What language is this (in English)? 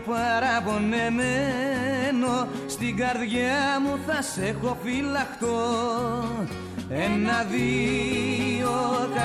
Greek